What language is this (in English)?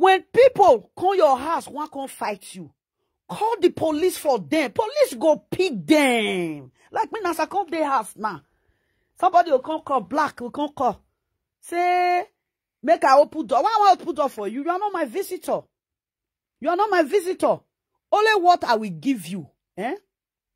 Nigerian Pidgin